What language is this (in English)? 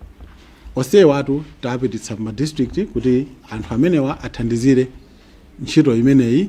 Nyanja